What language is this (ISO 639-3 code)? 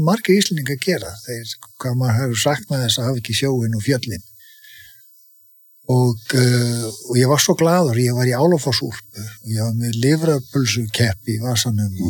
isl